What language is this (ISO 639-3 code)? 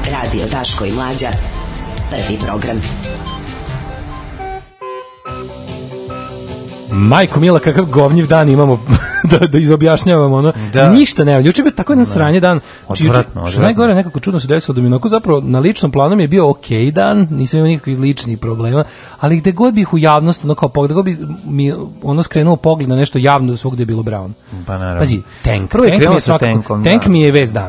srp